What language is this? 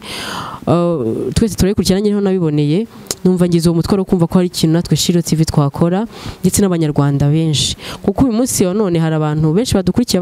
Kinyarwanda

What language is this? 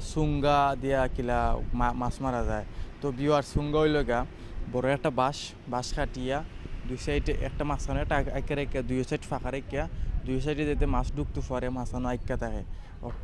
Sylheti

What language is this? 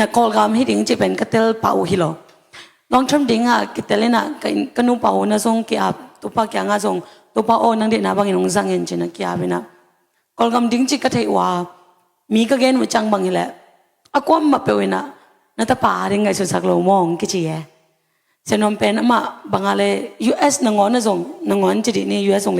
Tedim Chin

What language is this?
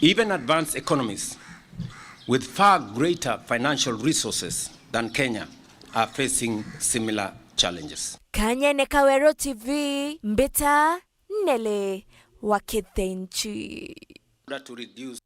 Meru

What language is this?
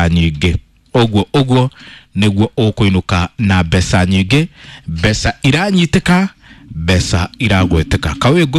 Kikuyu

